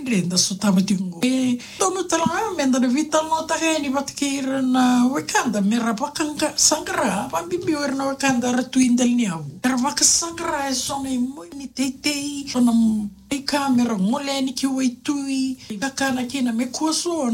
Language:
Fijian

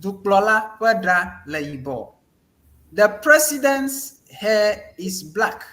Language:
Ewe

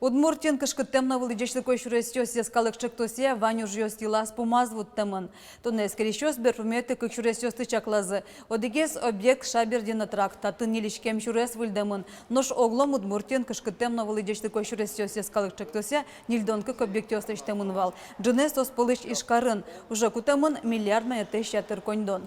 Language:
Udmurt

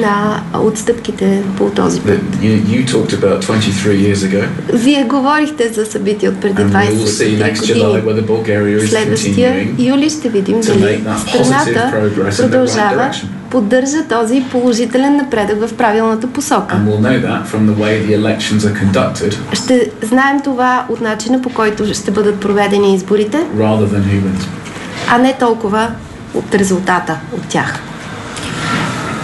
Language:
Bulgarian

